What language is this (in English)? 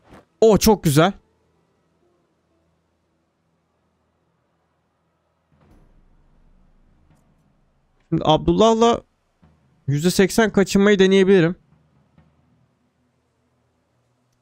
Turkish